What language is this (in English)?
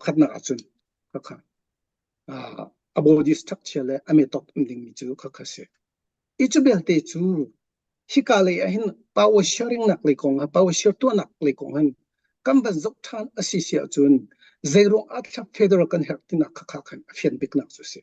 Hakha Chin